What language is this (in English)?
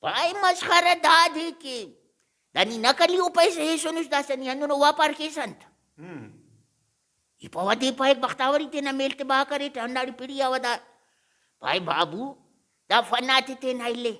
Brahui